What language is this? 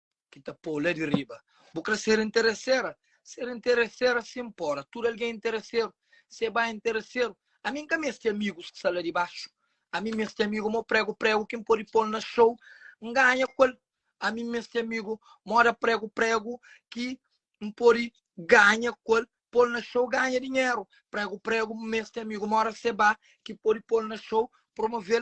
Kabuverdianu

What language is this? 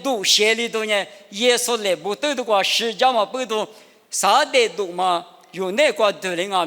Lisu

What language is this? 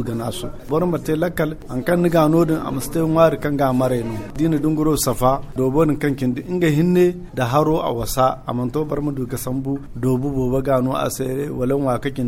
Zarma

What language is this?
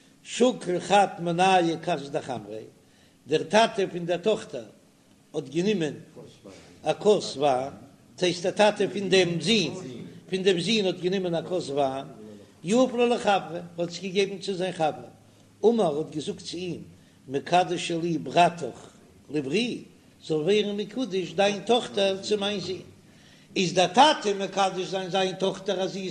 Yiddish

